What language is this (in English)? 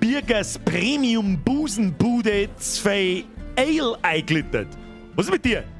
Bavarian